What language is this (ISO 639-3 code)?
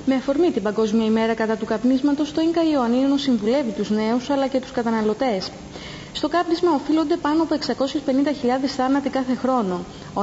ell